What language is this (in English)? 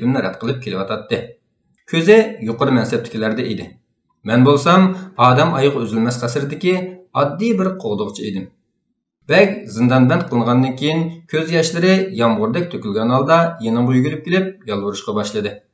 Uyghur